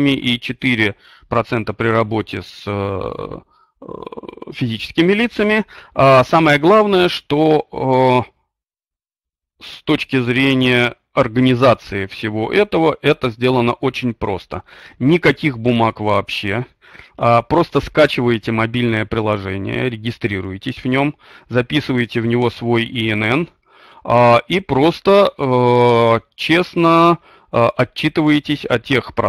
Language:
Russian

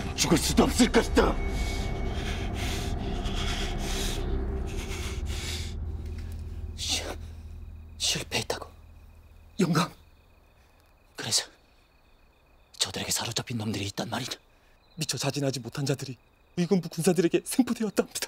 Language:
Korean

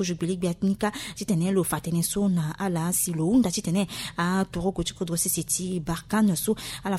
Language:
Sango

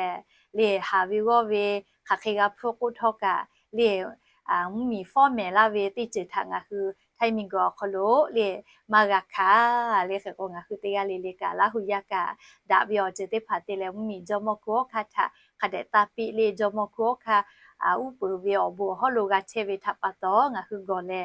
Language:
Lahu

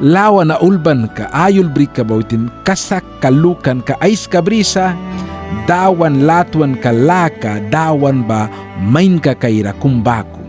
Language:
Mískito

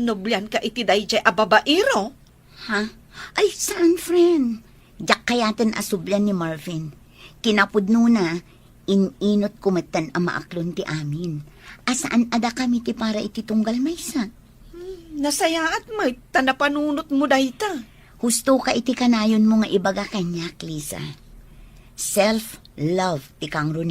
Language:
Iloko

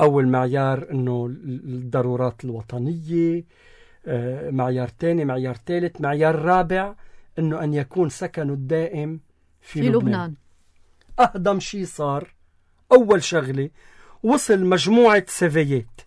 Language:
North Levantine Arabic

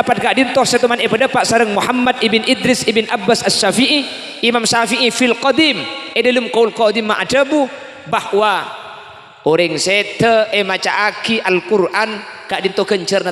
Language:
Madurese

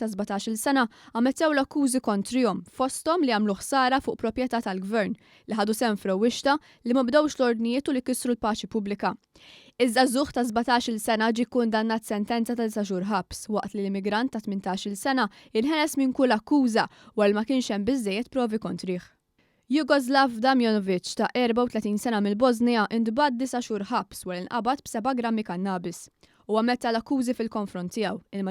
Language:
Maltese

